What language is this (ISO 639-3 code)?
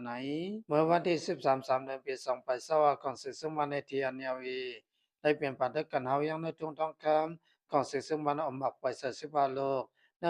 shn